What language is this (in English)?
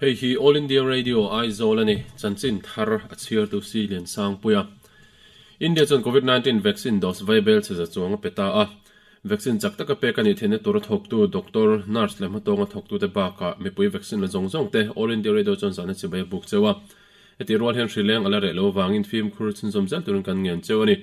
Mizo